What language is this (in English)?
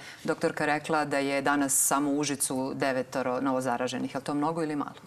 Serbian